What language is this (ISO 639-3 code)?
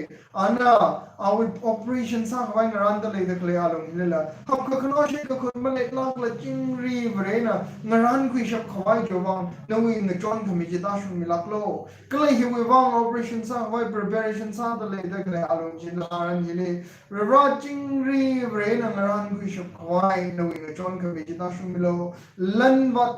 nmf